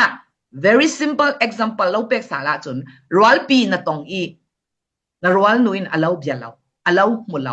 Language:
Falam Chin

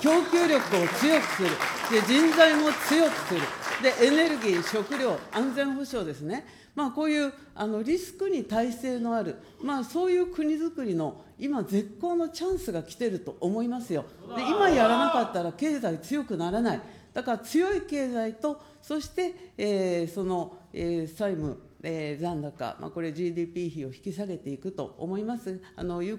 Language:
Japanese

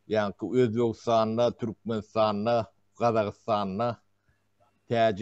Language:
Turkmen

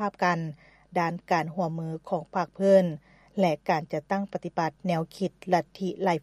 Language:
Lao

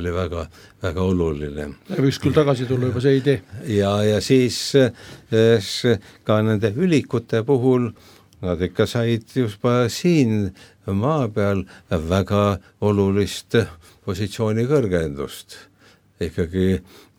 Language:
Estonian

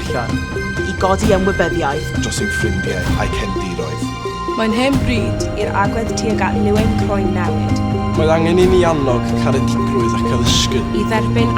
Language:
Welsh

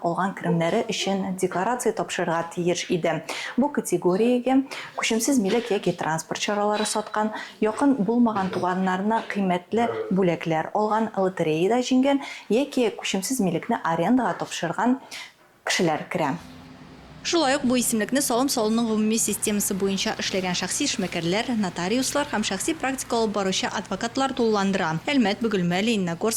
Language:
Tatar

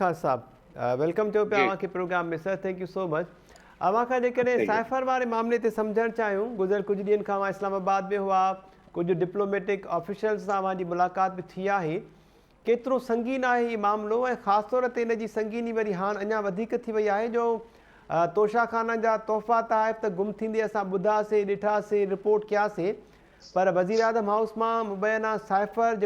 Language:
Sindhi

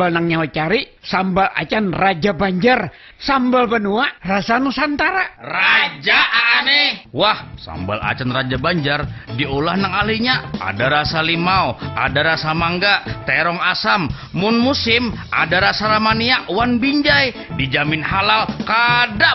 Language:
Banjar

